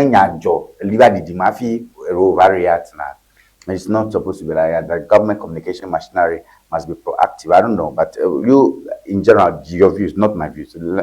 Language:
Ewe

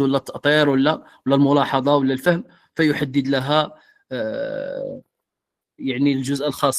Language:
Moroccan Arabic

